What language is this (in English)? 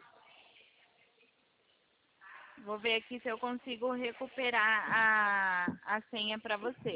Portuguese